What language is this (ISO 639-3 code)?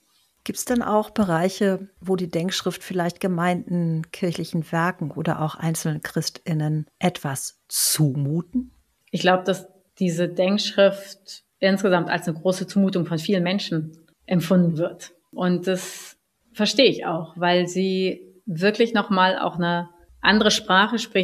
deu